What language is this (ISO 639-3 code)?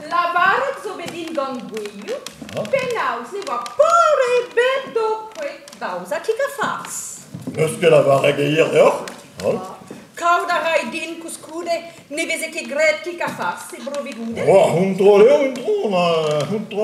bre